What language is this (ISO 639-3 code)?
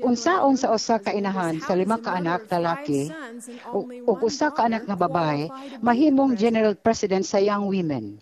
ceb